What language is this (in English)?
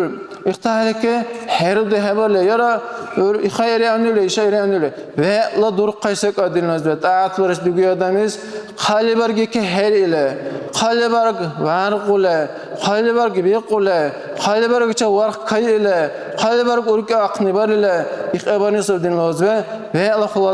Dargwa